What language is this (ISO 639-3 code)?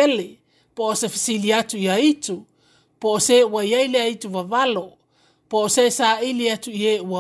smo